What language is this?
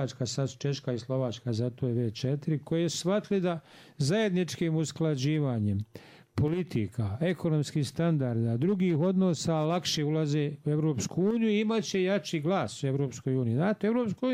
Bosnian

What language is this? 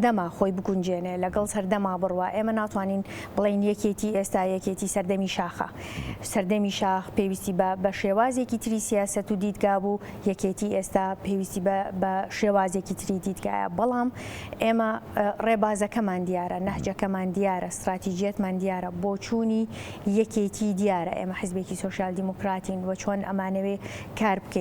Central Kurdish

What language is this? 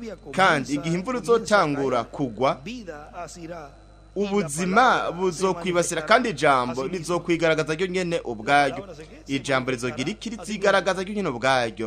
Rundi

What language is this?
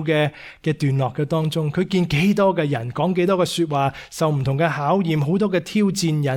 Cantonese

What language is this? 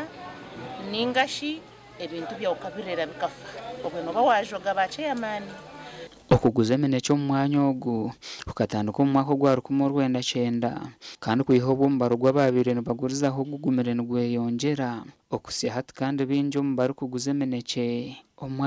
Nyankole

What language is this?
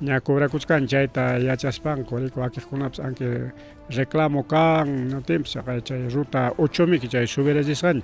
Ayacucho Quechua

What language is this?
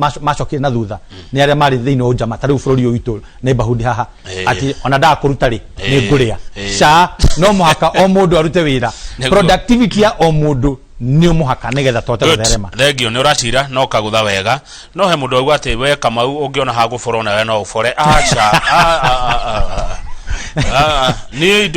Kikuyu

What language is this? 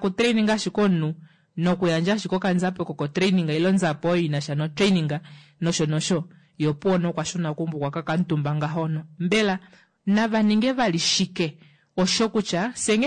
Kuanyama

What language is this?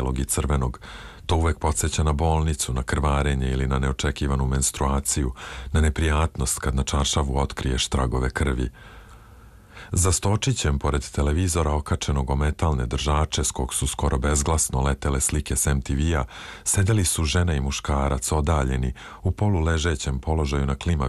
Serbian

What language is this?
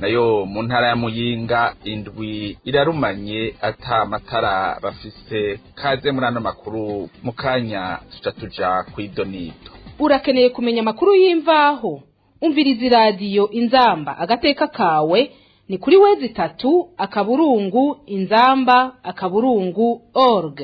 Rundi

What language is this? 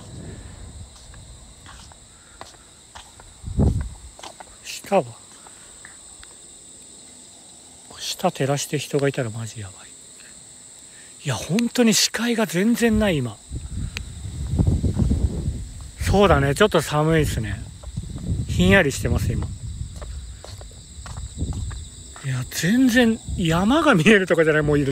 Japanese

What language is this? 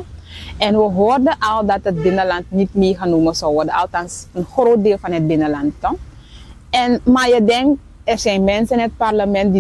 Dutch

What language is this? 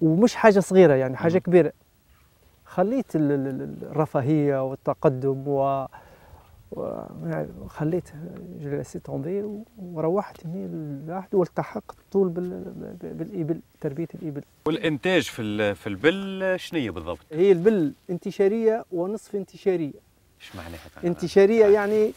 Tunisian Arabic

